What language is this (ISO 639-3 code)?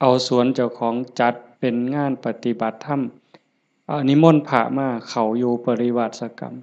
lao